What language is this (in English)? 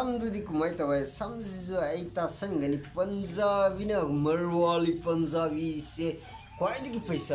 Manipuri